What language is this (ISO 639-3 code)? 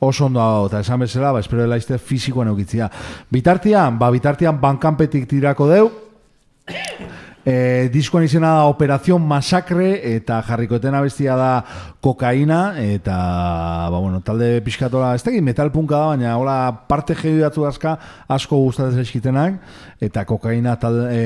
eus